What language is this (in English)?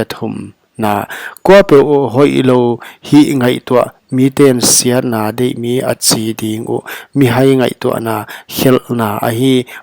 Paite Chin